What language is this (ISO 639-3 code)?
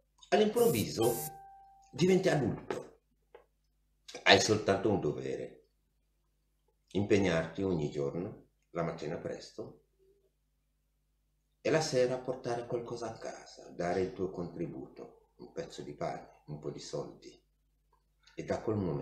ita